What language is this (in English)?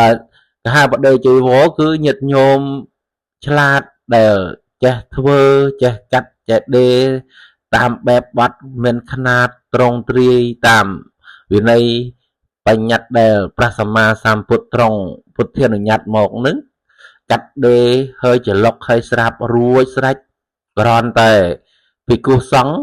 Khmer